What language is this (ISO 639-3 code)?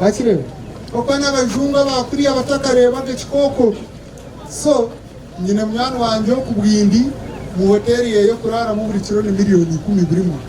nyn